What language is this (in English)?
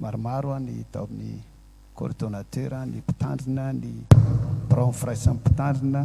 Malagasy